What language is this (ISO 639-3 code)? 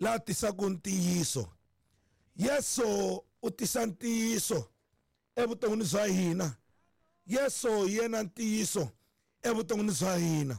tso